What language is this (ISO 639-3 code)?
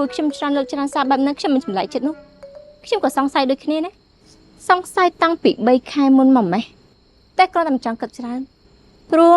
khm